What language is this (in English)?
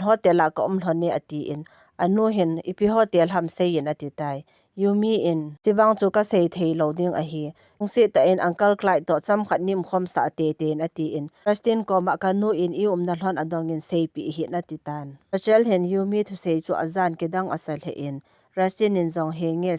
Thado Chin